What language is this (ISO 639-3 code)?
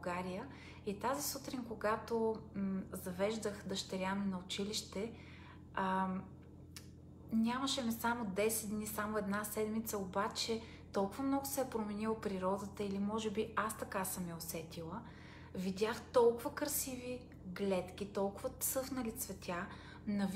bul